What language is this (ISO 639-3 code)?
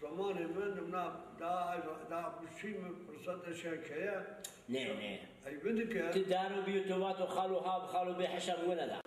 zza